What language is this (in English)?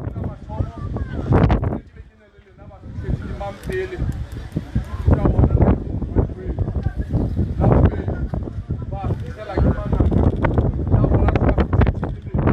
Northern Sotho